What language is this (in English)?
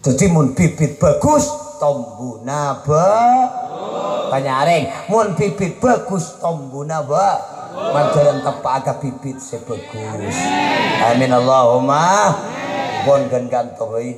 Madurese